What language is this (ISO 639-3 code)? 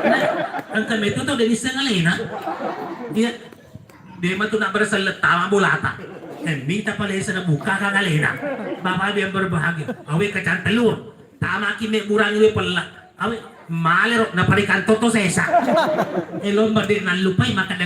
bug